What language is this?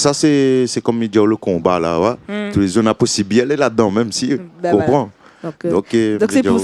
Réunion Creole French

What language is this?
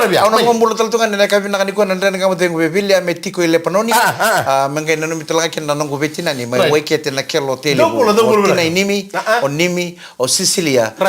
Fijian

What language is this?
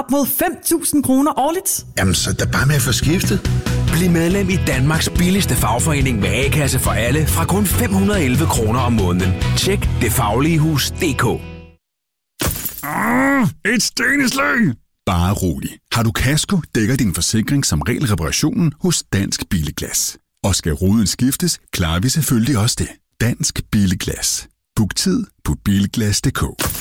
Danish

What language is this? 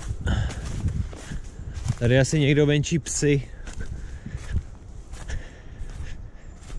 Czech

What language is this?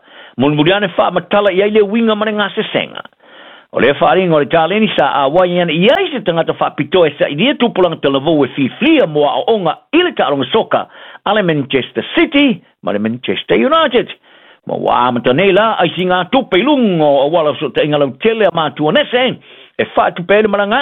Samoan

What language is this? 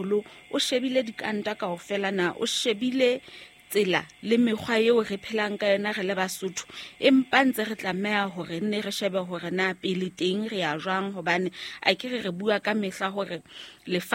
Southern Sotho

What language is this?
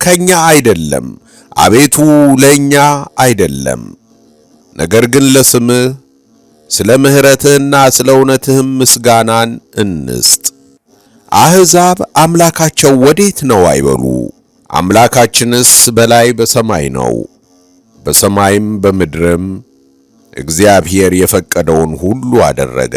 Amharic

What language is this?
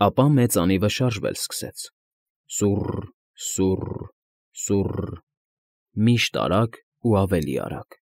Armenian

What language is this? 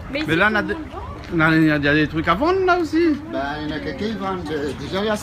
Réunion Creole French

